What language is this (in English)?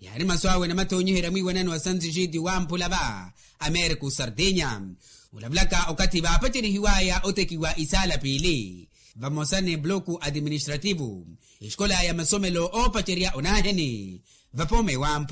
Makhuwa